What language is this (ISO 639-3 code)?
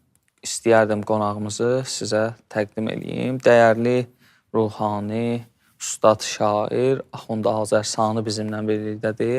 aze